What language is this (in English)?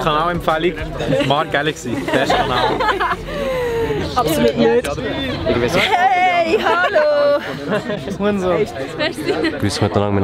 Swiss German